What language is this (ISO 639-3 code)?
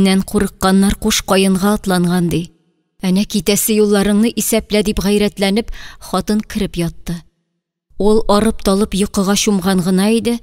tat